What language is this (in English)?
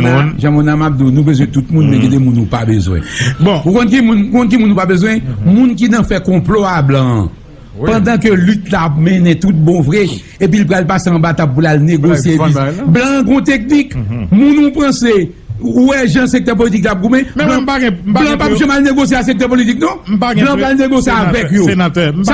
Haitian Creole